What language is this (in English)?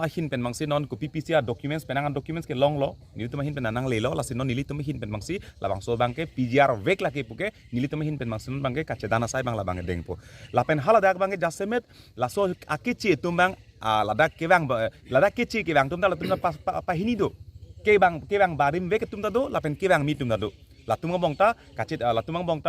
Karbi